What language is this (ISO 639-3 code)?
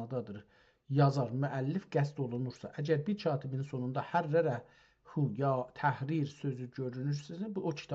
azb